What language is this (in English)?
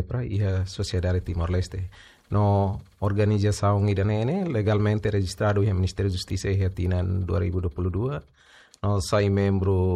Tetum